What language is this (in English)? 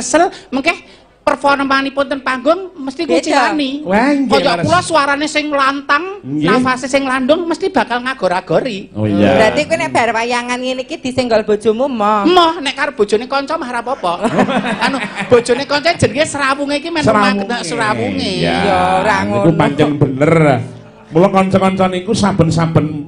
Javanese